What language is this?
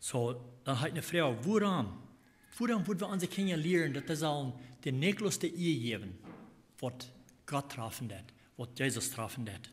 Plautdietsch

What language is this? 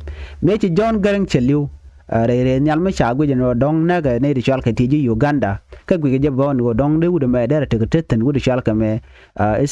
Nuer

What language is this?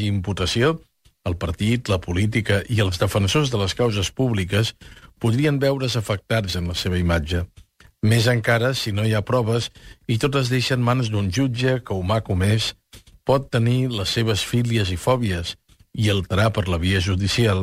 Catalan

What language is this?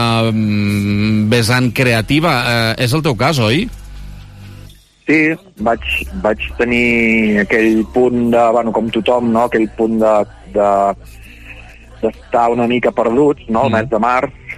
Catalan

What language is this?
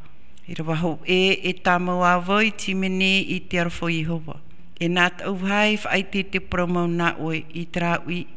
Tahitian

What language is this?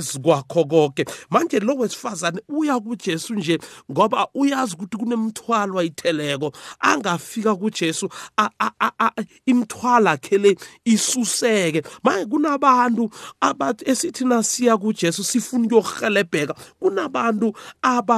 South Ndebele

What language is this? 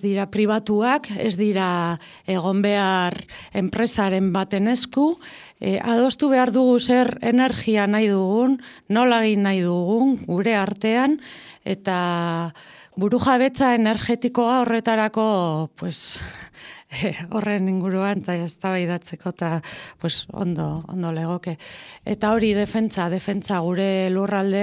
Basque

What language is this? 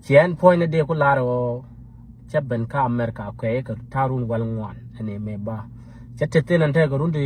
Nuer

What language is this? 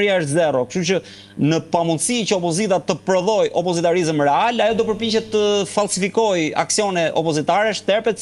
Albanian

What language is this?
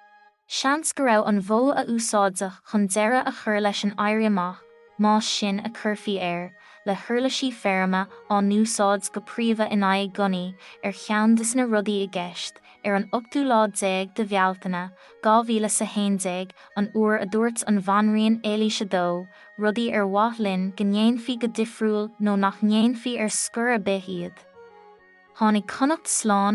Irish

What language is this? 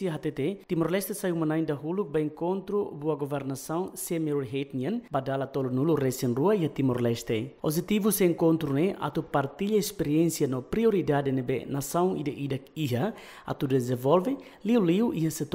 Tetum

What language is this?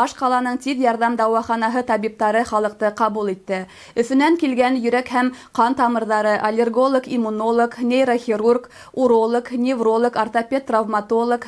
Bashkir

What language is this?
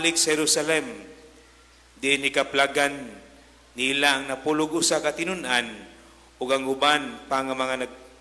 Cebuano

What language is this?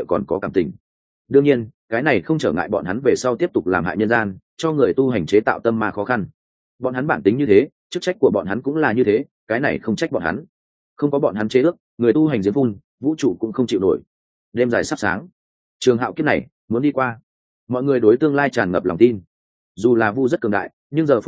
Vietnamese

